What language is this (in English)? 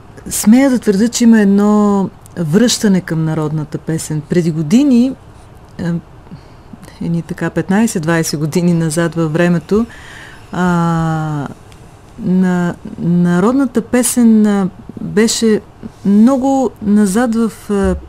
Bulgarian